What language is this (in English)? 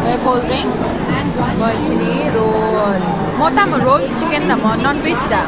Kok Borok